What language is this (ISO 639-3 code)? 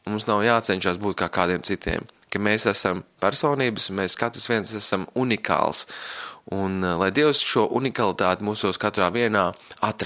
lav